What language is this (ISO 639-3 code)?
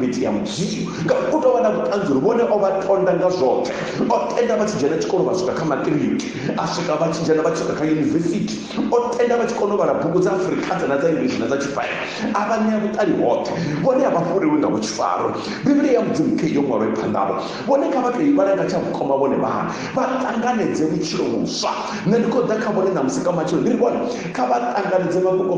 ven